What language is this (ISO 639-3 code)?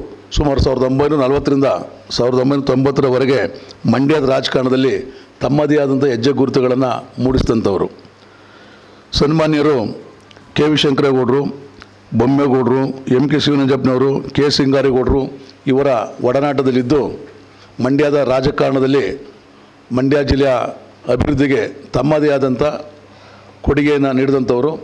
kan